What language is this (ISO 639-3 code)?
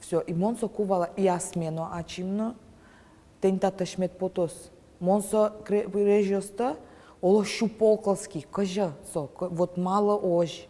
udm